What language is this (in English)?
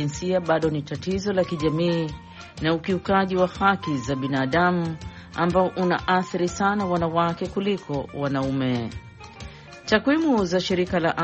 Swahili